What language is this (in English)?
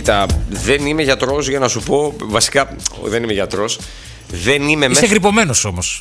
Greek